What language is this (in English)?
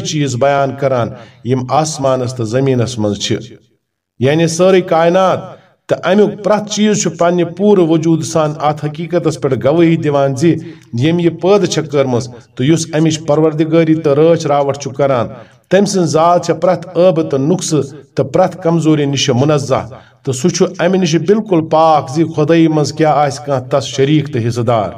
Kashmiri